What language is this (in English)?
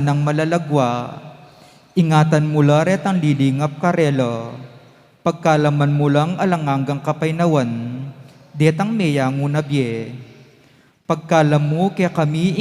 Pampanga